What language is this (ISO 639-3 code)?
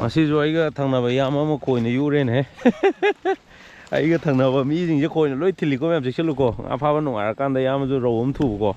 mni